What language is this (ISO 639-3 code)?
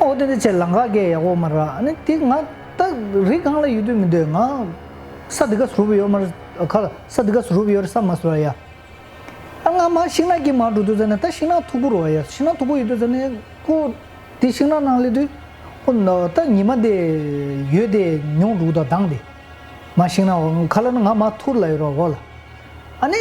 bod